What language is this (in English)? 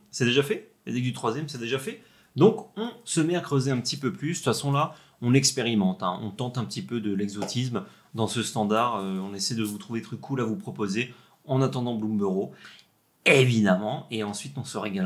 French